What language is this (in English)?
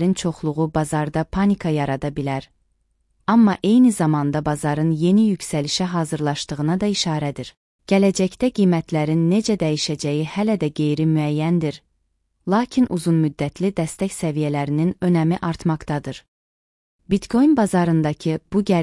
Azerbaijani